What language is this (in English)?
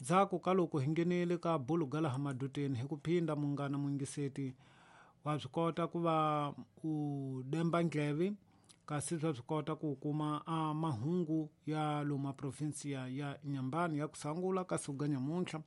Tsonga